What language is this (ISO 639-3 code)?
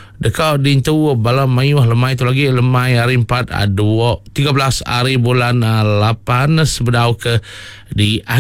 iba